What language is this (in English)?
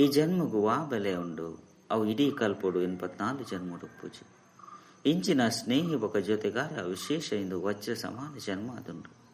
Tulu